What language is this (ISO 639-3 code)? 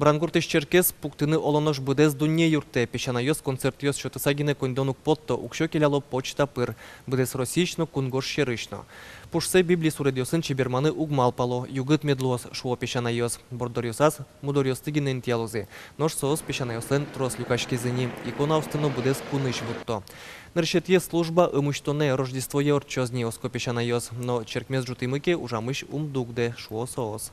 udm